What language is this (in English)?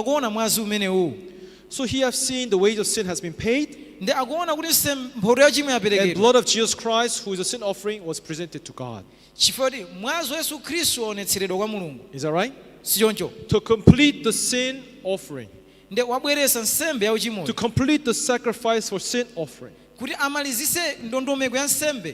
Nyanja